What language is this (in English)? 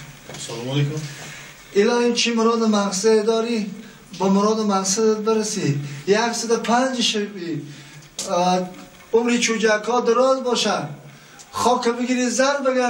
Tajik